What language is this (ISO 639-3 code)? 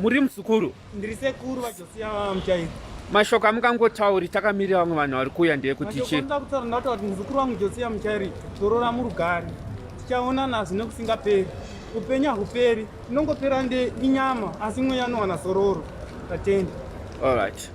sna